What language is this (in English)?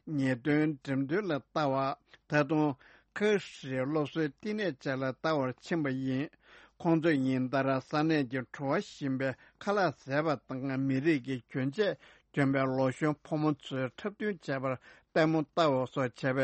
Tibetan